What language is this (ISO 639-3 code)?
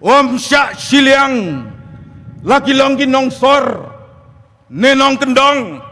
kha